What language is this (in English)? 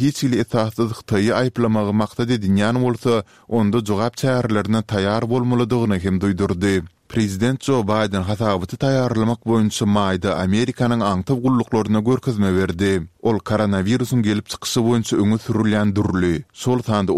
Turkmen